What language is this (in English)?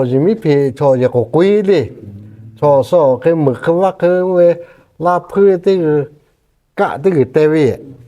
Lahu